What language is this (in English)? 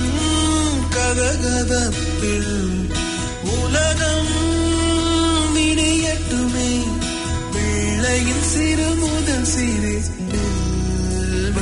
Tamil